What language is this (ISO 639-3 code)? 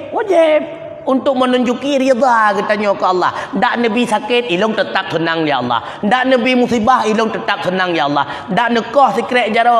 ace